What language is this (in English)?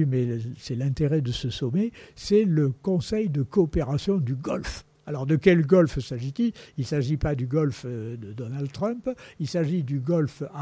French